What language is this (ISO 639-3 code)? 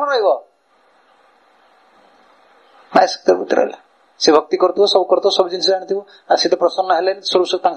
ori